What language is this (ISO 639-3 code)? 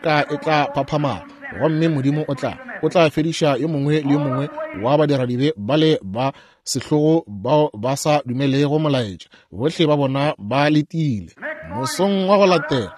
nso